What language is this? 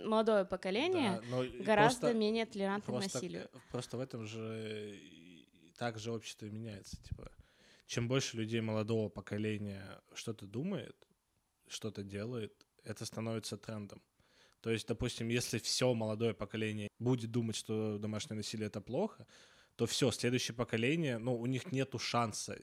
Russian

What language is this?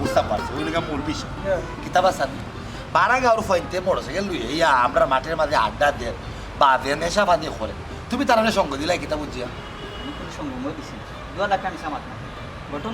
Sylheti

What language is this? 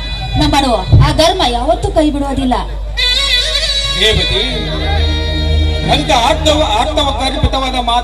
Kannada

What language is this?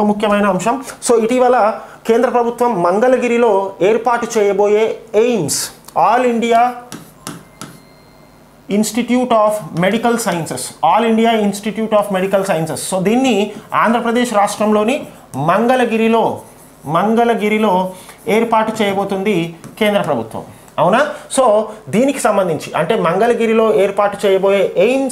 Telugu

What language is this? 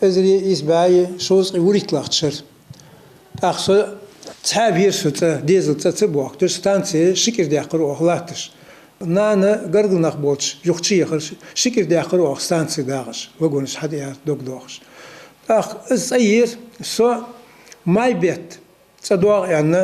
Ingush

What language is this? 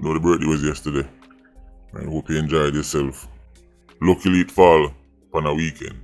Jamaican Creole English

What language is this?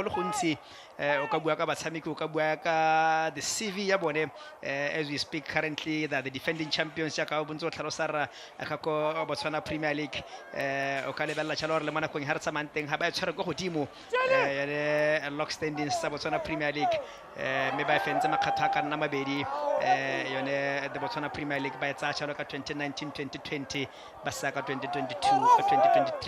Tswana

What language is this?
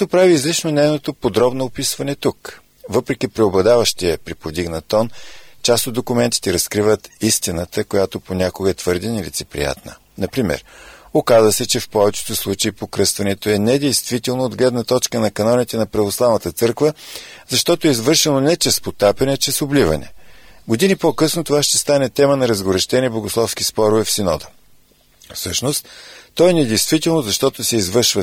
Bulgarian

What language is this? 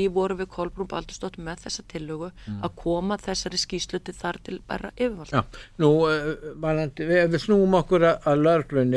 Icelandic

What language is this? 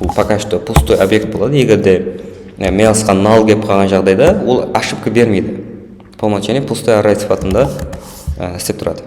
Kara-Kalpak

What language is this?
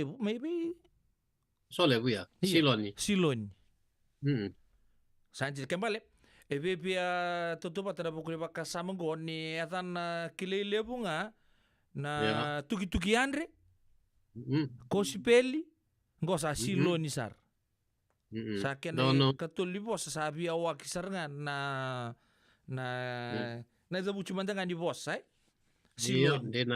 Fijian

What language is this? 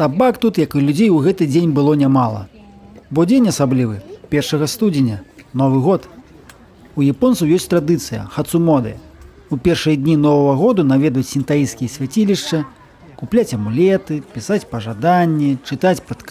Belarusian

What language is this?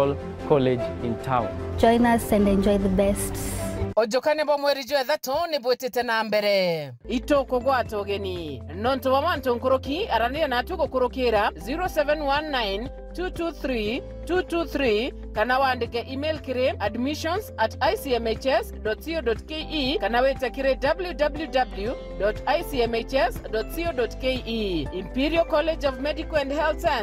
Meru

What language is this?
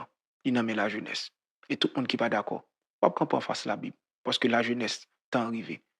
Haitian Creole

